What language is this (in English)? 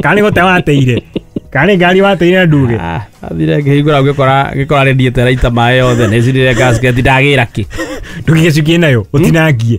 Kikuyu